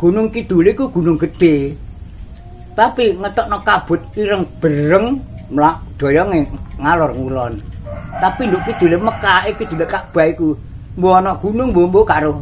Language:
Javanese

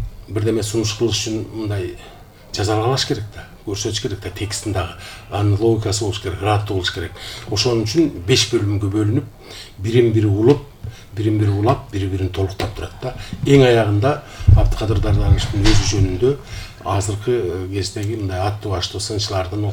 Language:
Kyrgyz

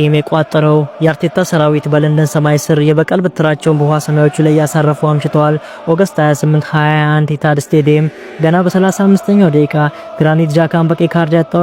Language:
Amharic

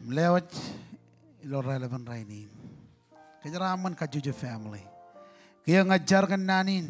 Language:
Marshallese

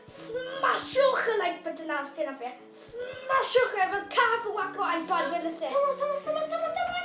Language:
Welsh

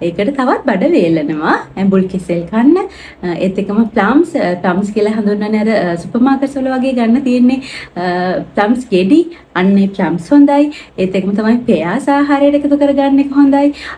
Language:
Sinhala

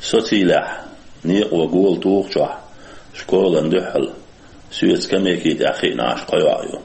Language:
Chechen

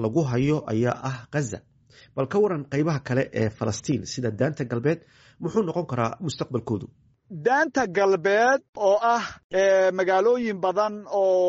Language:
Somali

